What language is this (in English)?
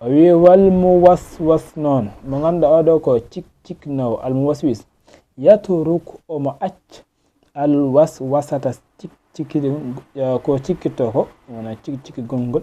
Fula